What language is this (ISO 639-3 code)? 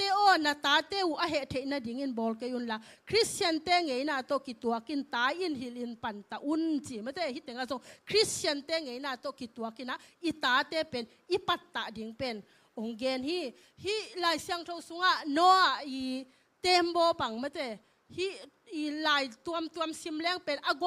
ctd